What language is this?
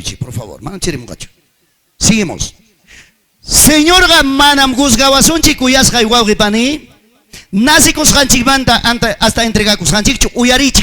Ayacucho Quechua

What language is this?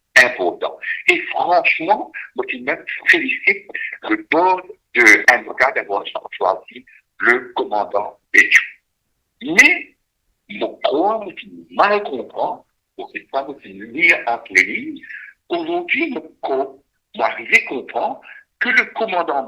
Morisyen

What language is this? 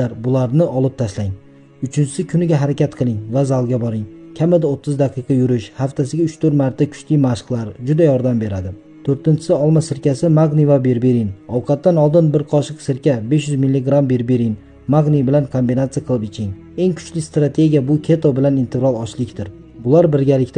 Uzbek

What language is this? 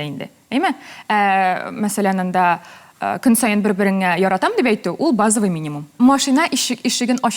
Tatar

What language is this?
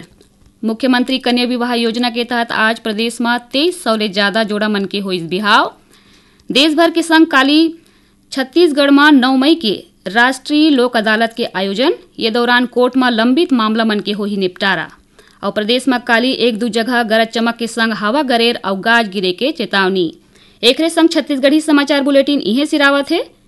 Chhattisgarhi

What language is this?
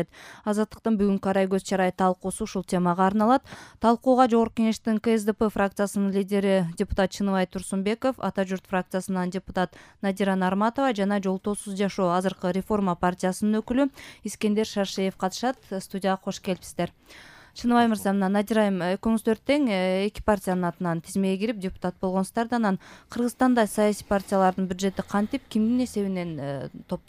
Kyrgyz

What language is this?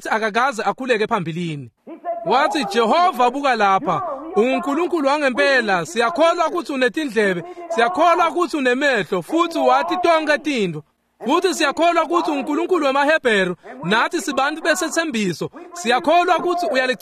Swati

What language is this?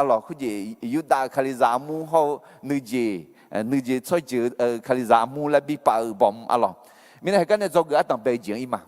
Akha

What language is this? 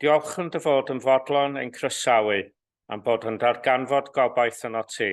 Welsh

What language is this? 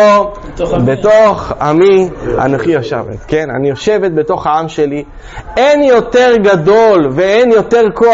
Hebrew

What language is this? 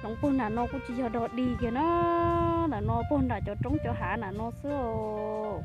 Hmong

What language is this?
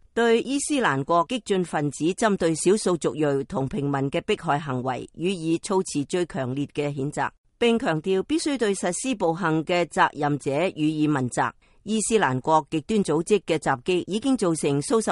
Cantonese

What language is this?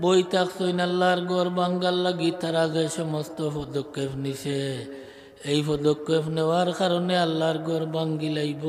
Sylheti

